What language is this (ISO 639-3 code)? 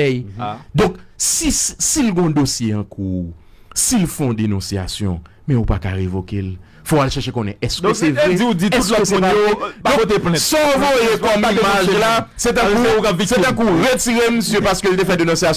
hat